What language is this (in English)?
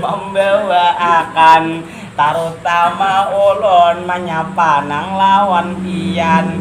Banjar